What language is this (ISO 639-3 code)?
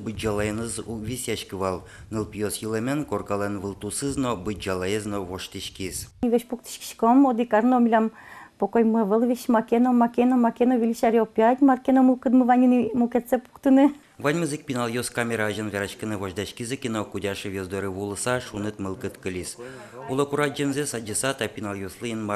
udm